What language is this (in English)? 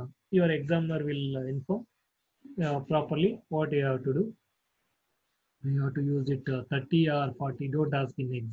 English